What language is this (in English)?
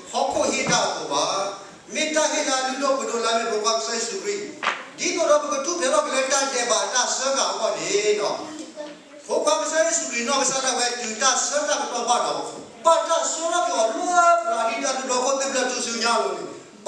S'gaw Karen